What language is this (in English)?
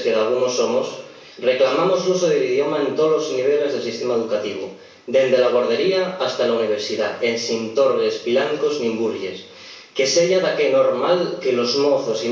Asturian